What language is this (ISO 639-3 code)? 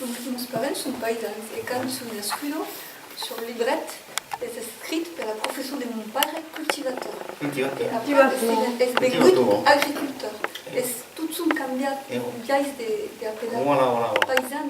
oci